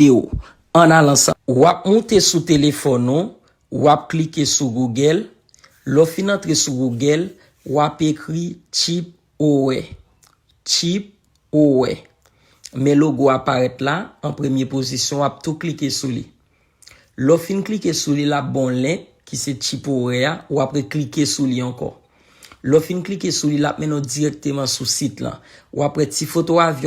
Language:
Haitian Creole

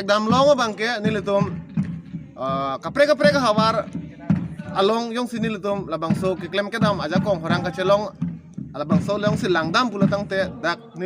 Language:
Karbi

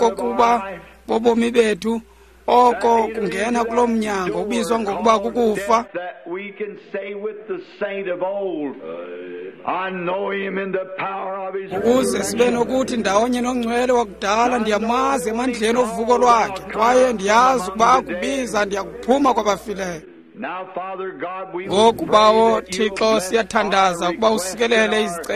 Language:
Xhosa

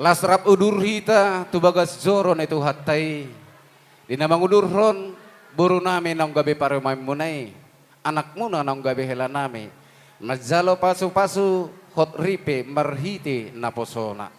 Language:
Batak Toba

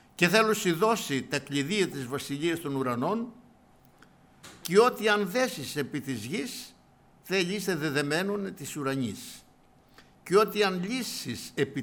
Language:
Greek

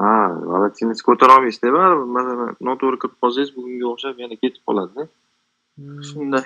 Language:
Uzbek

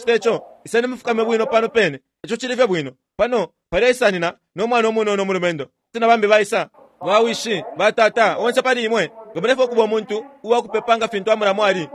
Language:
Bemba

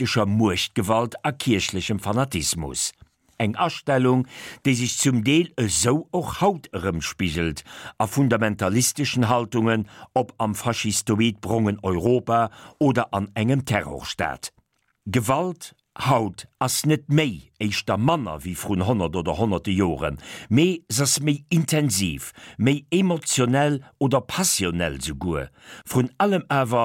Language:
Luxembourgish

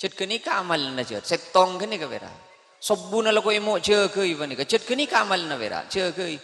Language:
Madurese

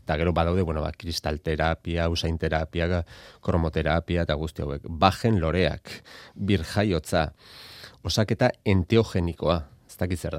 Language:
Basque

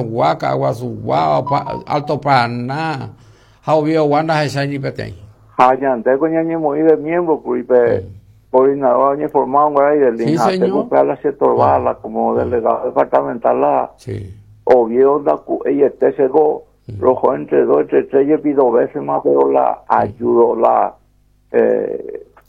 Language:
Guarani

